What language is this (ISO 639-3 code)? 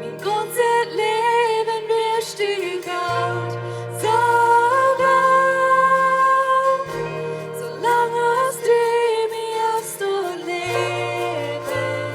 pdt